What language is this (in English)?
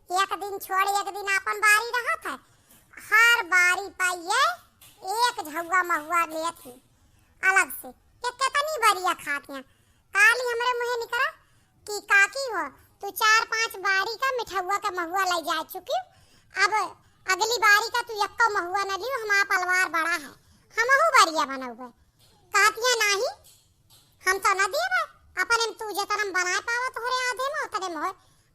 Awadhi